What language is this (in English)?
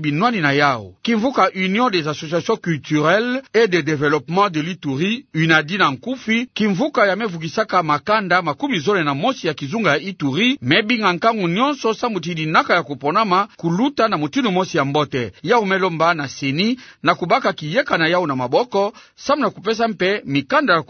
Kituba (Democratic Republic of Congo)